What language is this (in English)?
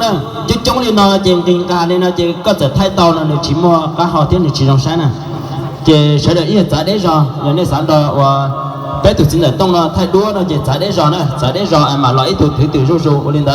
Hmong